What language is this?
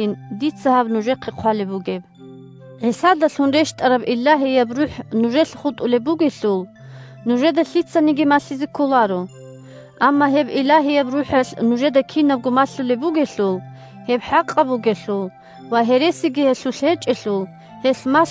Avaric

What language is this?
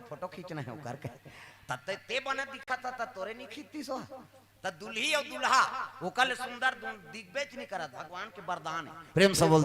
Chhattisgarhi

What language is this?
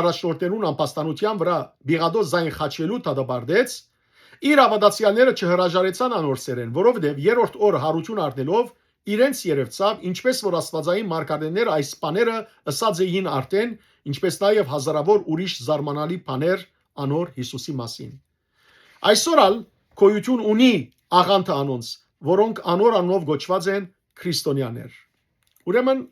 Western Armenian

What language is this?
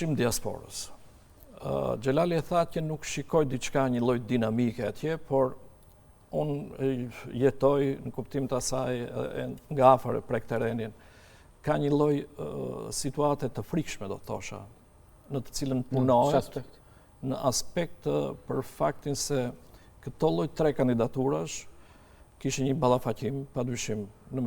Albanian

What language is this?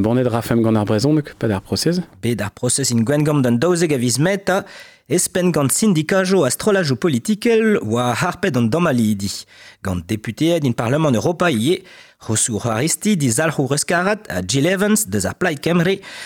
Breton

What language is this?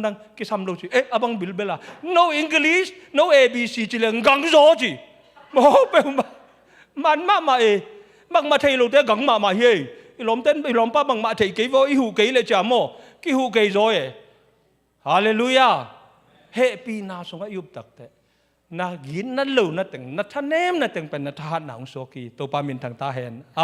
Tedim Chin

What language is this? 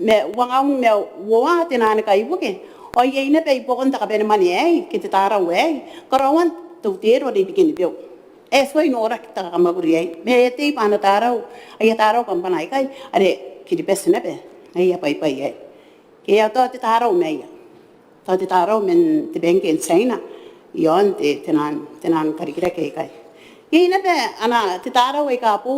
Gilbertese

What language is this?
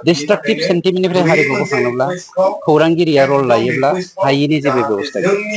Bodo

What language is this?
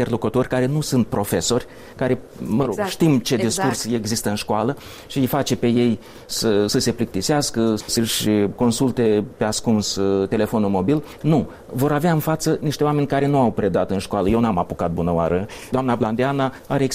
Romanian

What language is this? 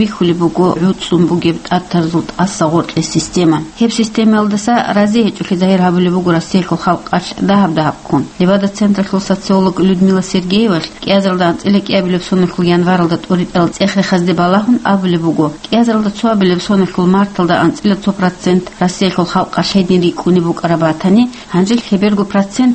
Avaric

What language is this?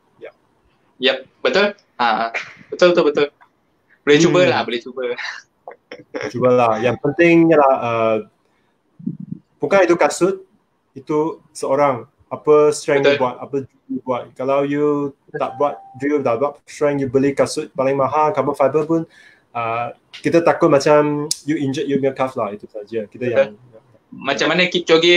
Malay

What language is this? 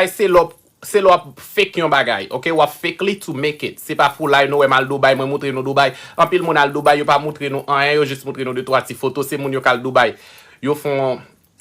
Haitian Creole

